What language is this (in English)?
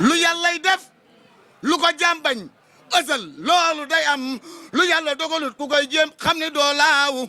Wolof